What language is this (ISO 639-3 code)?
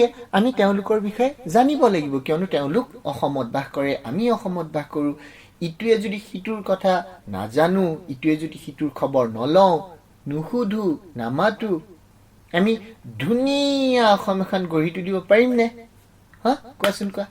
asm